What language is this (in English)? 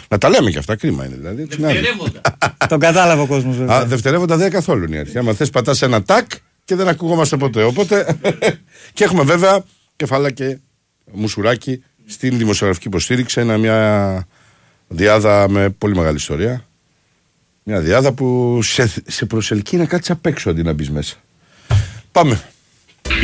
Greek